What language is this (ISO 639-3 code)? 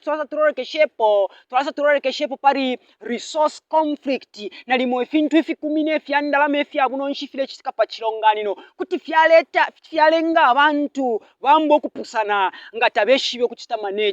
bem